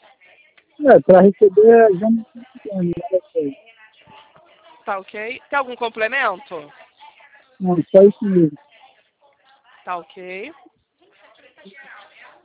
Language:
Portuguese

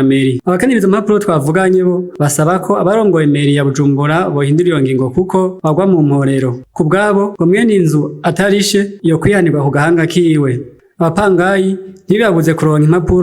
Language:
Rundi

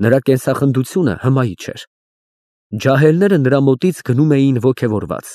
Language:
Armenian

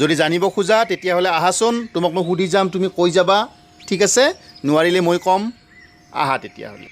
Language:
Assamese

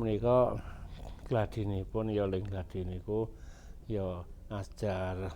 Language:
Javanese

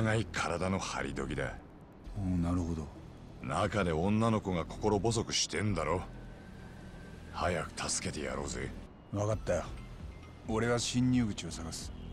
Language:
Japanese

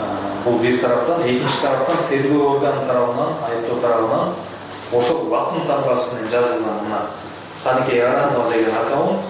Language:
Kyrgyz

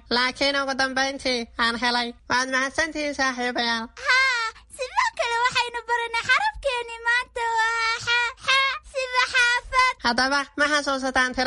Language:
Somali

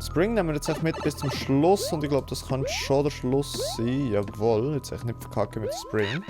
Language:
Swiss German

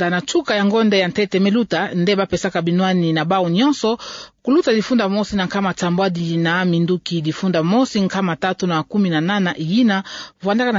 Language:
Kituba (Democratic Republic of Congo)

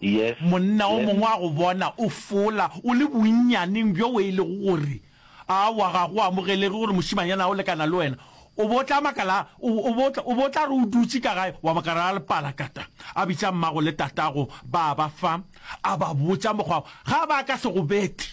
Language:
Northern Sotho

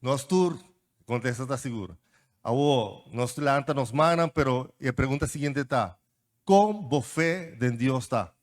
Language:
Papiamento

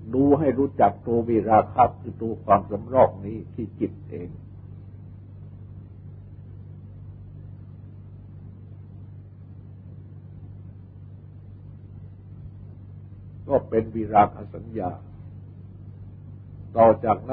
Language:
Thai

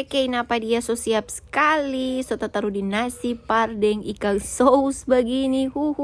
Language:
Manado Malay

